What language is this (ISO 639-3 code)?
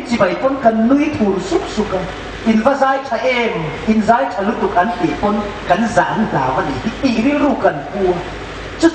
hmr